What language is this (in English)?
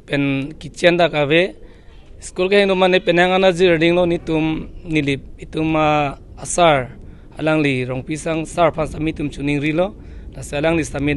Karbi